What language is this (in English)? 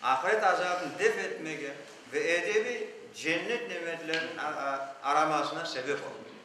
Crimean Tatar